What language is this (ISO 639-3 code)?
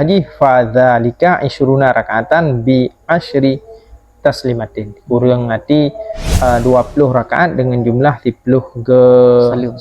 ace